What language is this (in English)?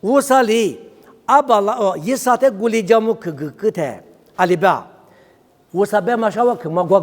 Lisu